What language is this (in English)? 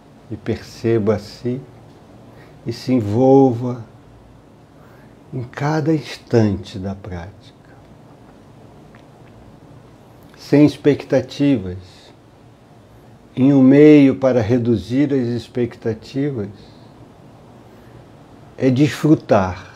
Portuguese